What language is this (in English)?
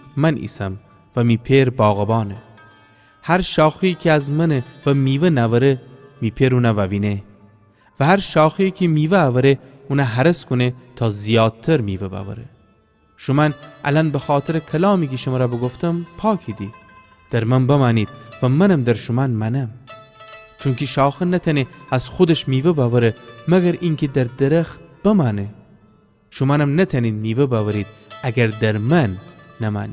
Gilaki